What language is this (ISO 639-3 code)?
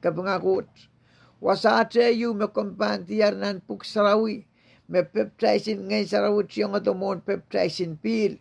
pon